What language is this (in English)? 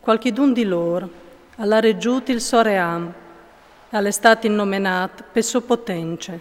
Friulian